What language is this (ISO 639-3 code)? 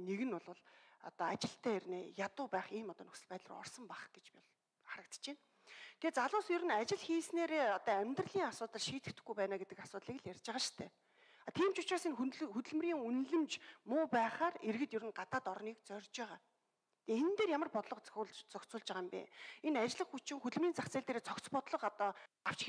mon